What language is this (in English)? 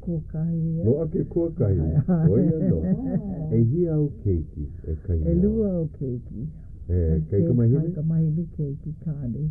Hawaiian